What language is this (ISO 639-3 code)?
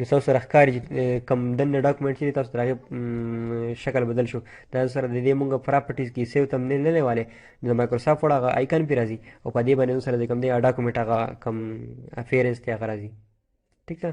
pus